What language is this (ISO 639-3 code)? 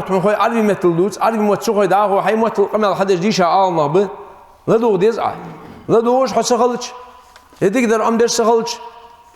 inh